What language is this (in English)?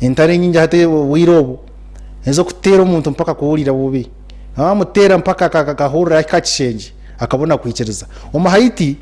Nyankole